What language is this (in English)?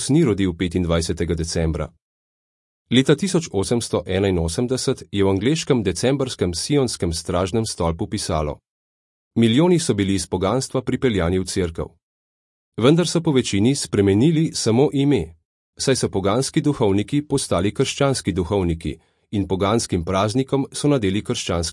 Slovenian